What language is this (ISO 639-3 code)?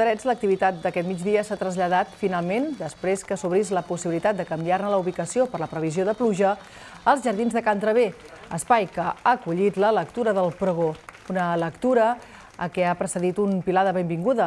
cat